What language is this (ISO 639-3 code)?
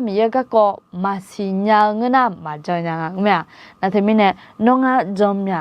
ahk